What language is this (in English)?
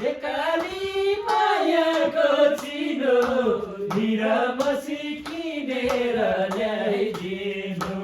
Nepali